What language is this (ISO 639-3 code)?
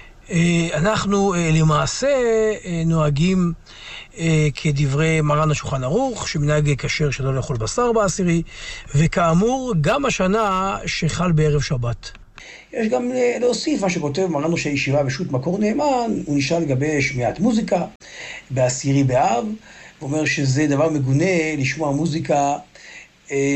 heb